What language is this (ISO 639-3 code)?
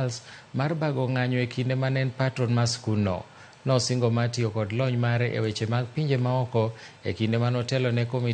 luo